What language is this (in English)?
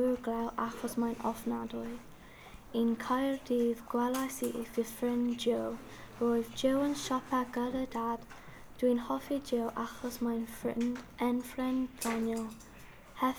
Welsh